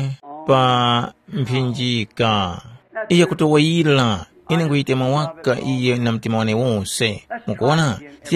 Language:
Tumbuka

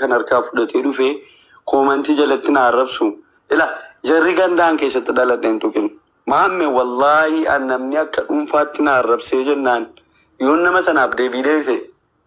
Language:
Oromo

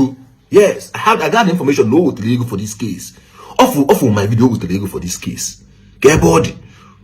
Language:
Igbo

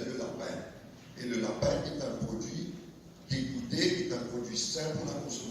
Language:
Morisyen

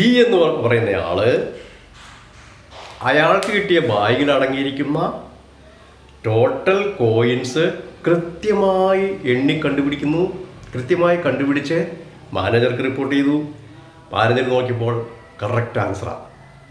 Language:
Malayalam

